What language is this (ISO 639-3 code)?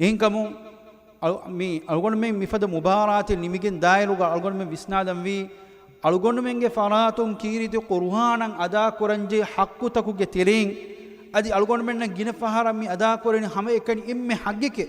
div